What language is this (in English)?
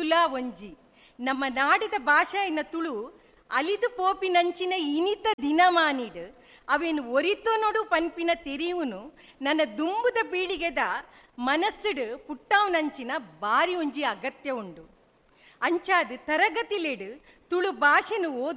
Tulu